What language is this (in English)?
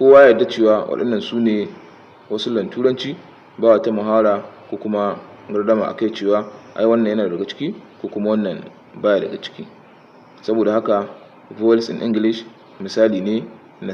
Hausa